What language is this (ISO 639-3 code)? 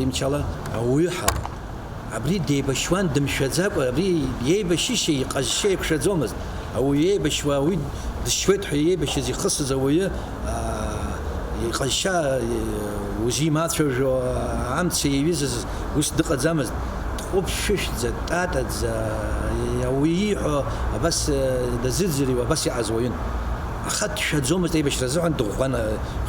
abk